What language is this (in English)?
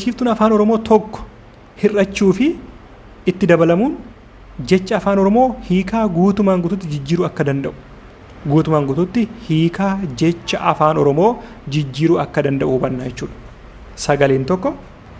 Oromo